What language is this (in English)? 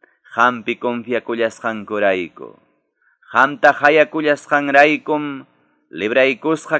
Quechua